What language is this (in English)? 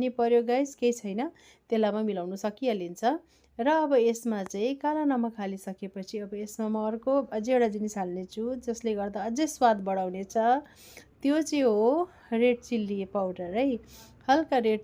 Nepali